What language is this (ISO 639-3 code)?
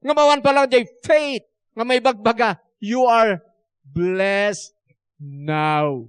ilo